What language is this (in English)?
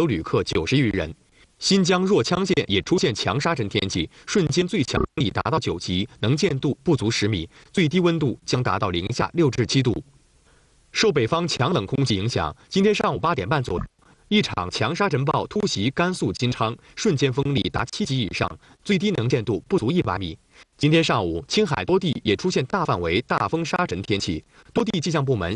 Chinese